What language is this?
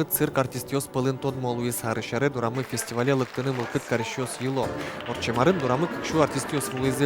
Udmurt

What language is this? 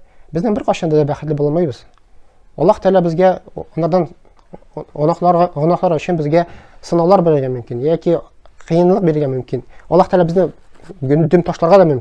Tatar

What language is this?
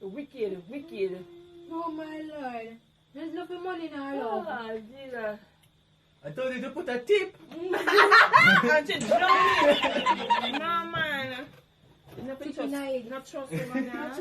Jamaican Creole English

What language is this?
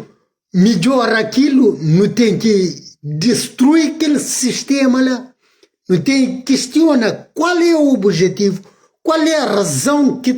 Kabuverdianu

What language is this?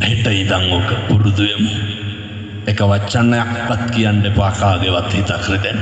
Sinhala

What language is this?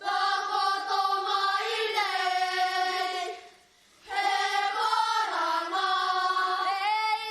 Māori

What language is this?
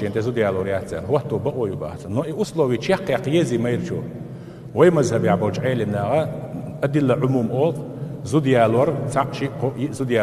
Chechen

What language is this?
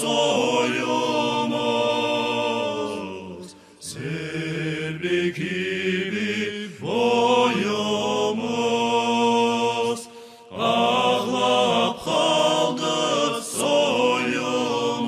Crimean Tatar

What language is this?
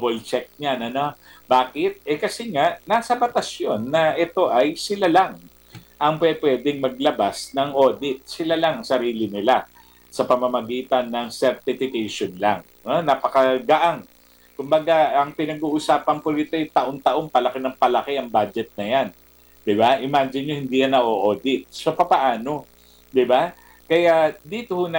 Filipino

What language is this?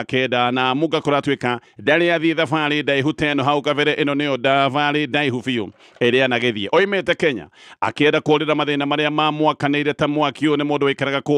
Kikuyu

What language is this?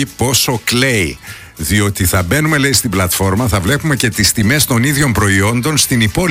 Greek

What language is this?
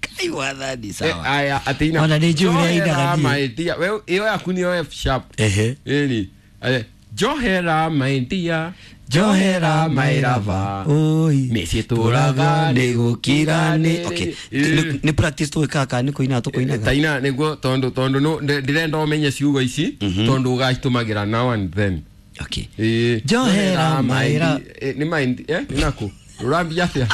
Kikuyu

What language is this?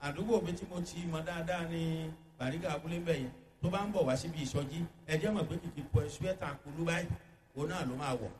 Yoruba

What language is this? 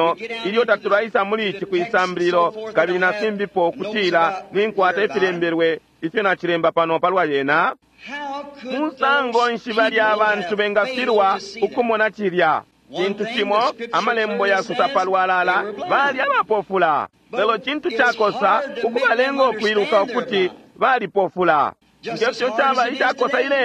Bemba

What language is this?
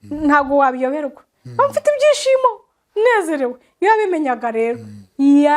Kinyarwanda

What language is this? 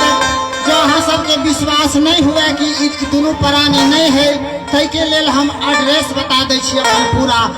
Maithili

